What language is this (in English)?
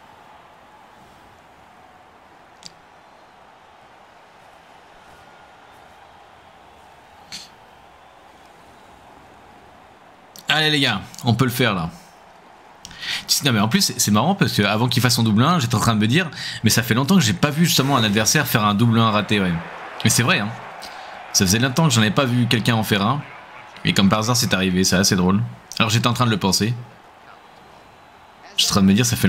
French